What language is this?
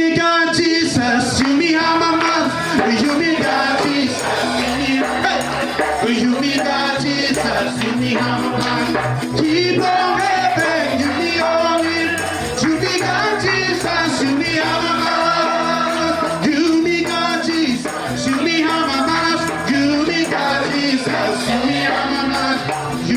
Tok Pisin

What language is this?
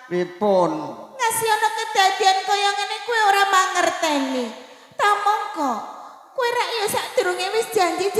Javanese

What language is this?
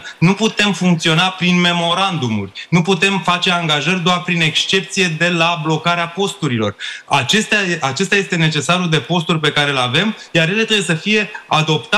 Romanian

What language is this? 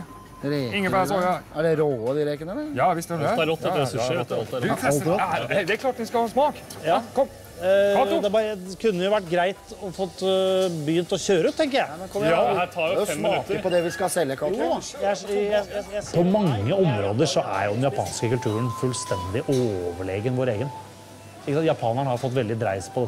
Norwegian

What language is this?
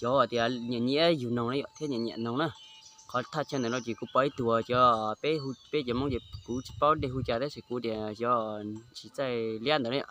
Hmong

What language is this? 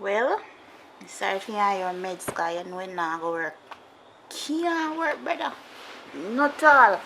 Jamaican Creole English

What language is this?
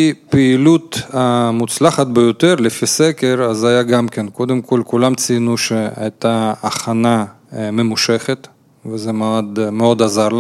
Hebrew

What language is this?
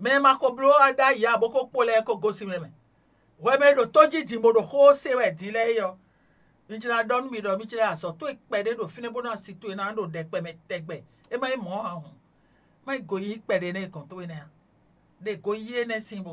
Fon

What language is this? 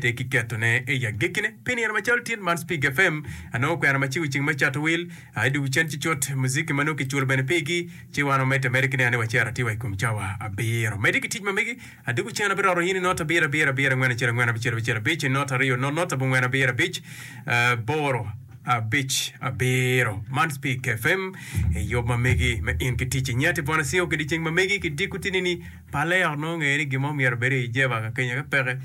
Acoli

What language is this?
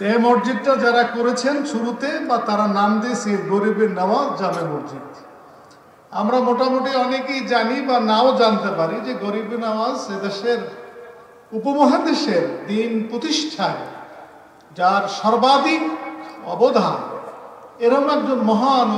Bangla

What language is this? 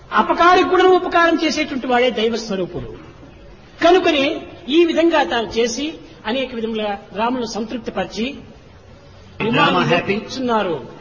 Telugu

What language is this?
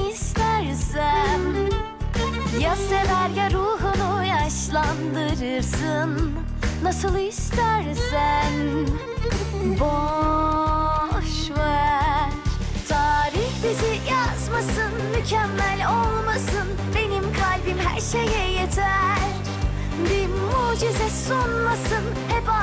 Turkish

